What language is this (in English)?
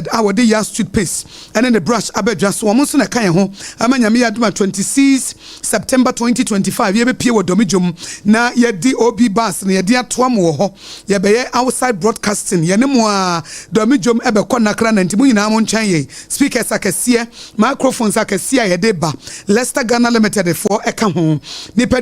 Akan